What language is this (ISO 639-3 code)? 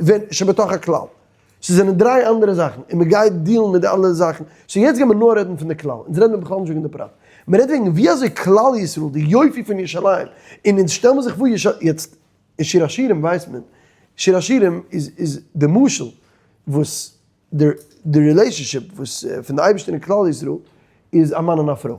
yid